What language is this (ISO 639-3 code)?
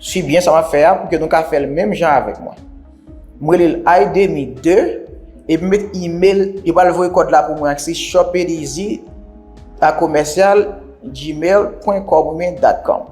hat